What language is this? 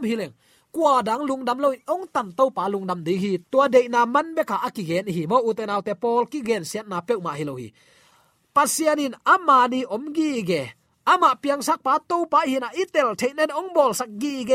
Tedim Chin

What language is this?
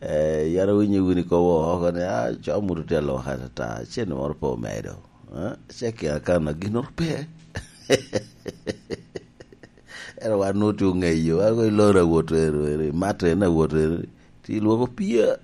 Lango (Uganda)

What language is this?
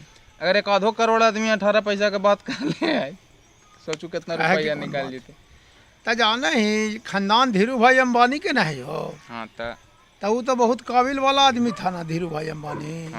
Magahi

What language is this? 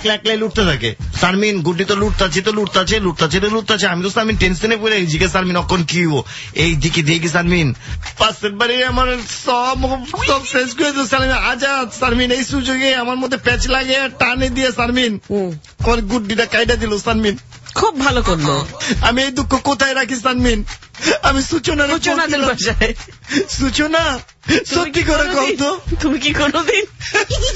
Bangla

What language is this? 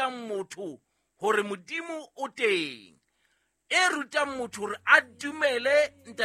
Southern Sotho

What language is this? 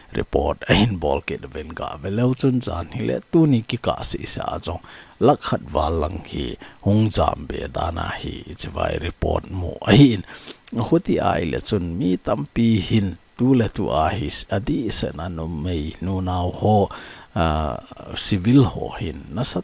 Thado Chin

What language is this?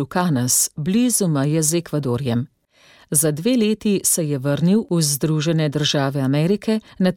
Slovenian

